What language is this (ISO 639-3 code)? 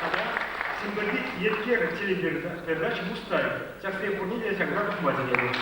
chv